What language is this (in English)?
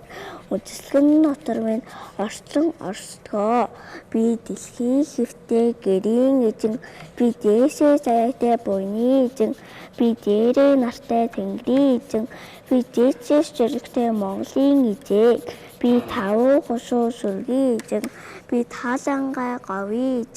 Mongolian